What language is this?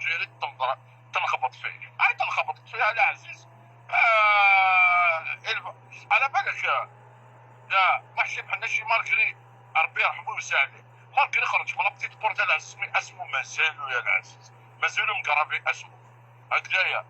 Algerian Arabic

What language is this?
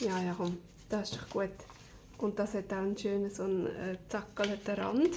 Swiss German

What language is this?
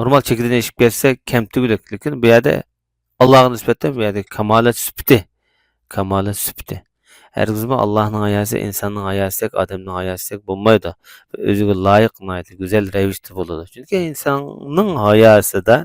Uyghur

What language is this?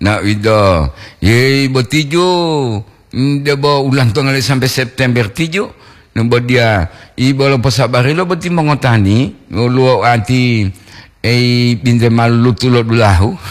Gorontalo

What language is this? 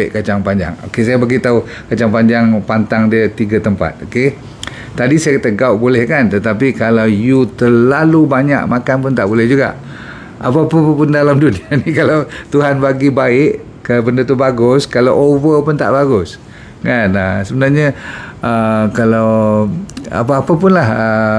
Malay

